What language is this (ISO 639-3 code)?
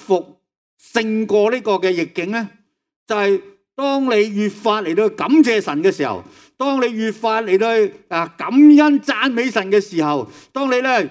yue